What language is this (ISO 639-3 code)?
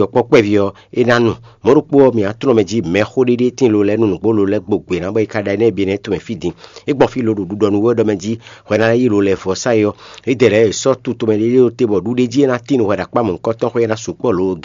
fon